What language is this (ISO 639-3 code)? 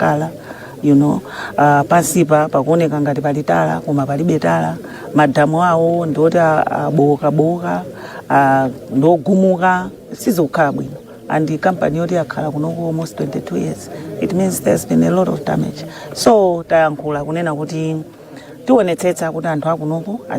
nya